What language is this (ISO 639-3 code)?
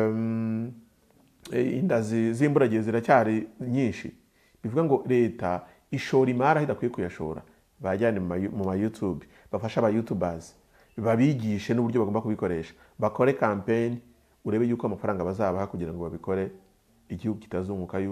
kin